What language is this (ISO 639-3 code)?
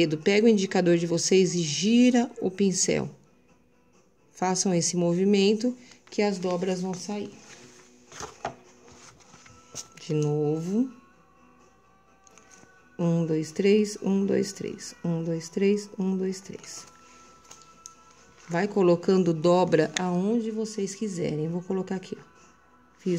por